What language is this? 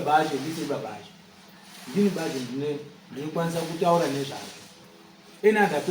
Shona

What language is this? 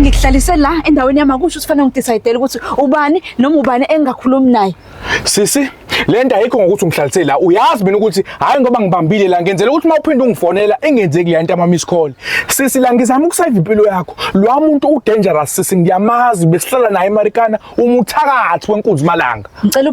Zulu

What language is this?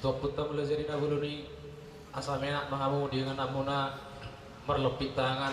Batak Toba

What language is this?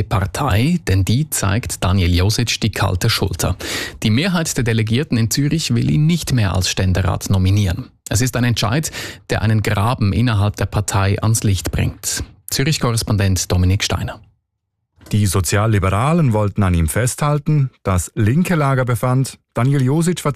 German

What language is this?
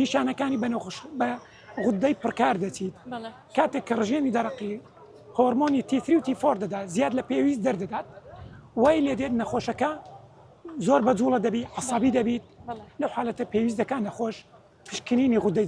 Central Kurdish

